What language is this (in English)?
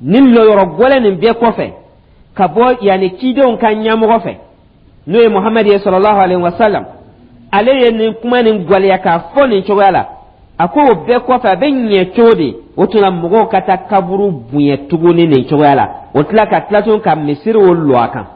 Dyula